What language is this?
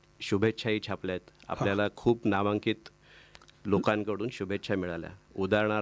Marathi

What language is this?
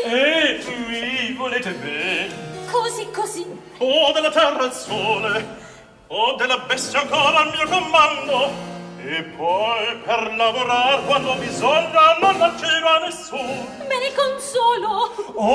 Italian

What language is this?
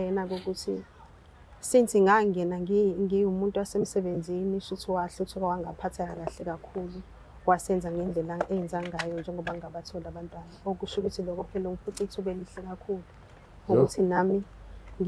Zulu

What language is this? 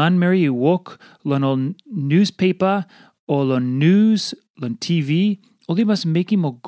Tok Pisin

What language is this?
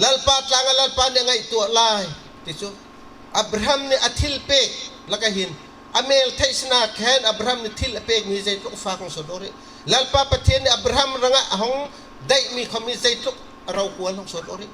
Bawm Chin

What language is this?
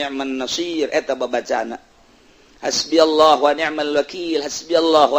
Sundanese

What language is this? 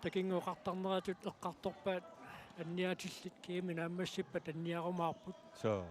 Kalaallisut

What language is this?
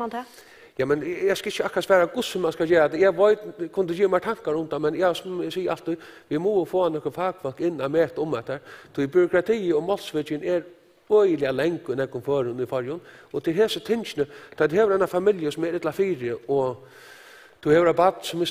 Faroese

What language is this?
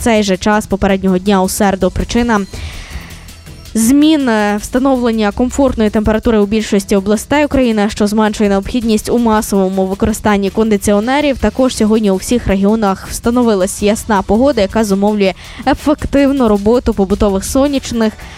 Ukrainian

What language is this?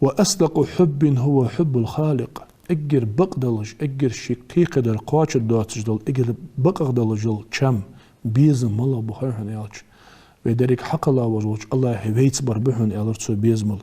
Ingush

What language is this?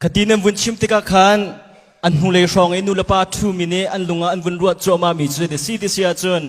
Hakha Chin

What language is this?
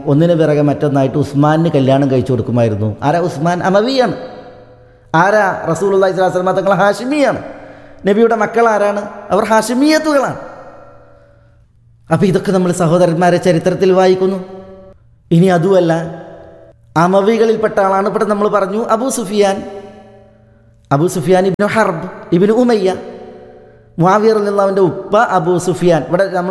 Malayalam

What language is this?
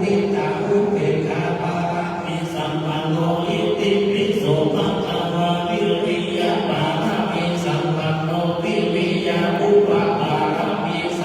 Pali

